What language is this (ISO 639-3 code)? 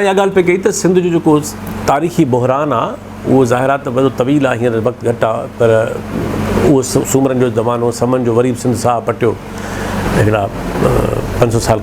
snd